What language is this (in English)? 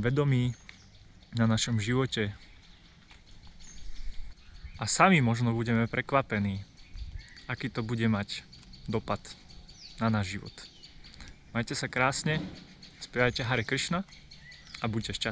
Slovak